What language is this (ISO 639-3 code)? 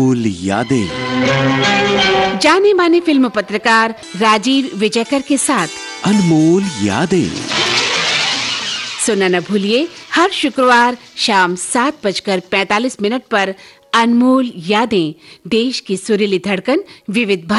hin